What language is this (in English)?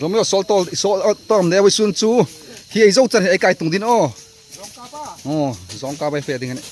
Hmar